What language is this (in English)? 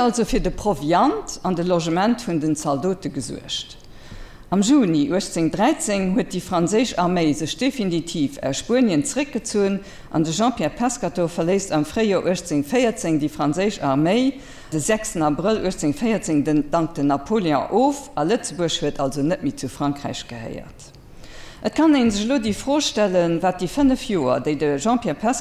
Luxembourgish